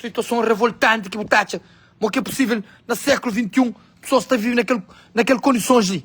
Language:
Kabuverdianu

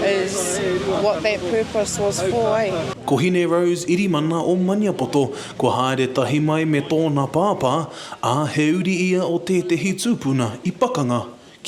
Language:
Māori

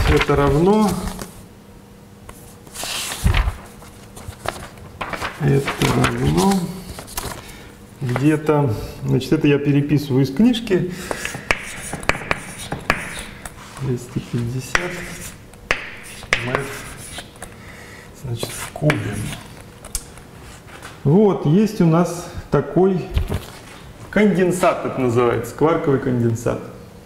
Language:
Russian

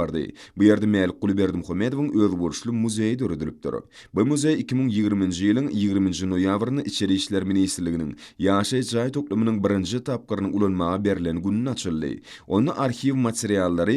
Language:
Turkmen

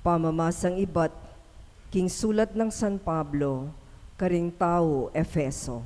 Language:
Pampanga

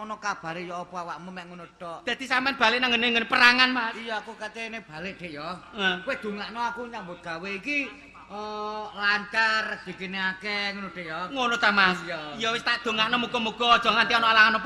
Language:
Javanese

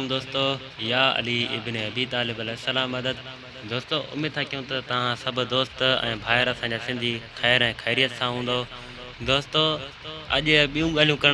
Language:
Sindhi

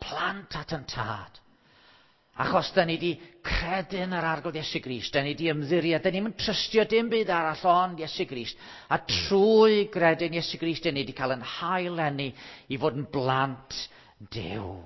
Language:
Welsh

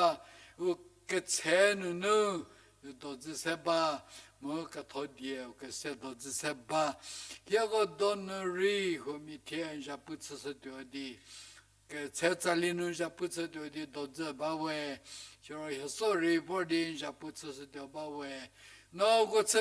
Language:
Angami Naga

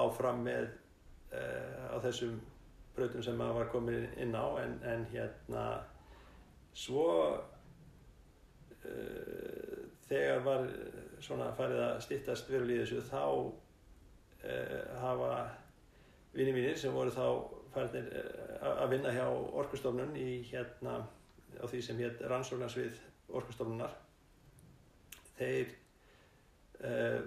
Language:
Icelandic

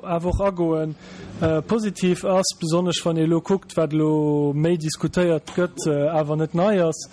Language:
Luxembourgish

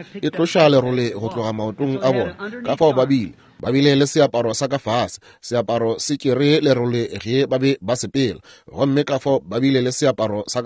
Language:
Northern Sotho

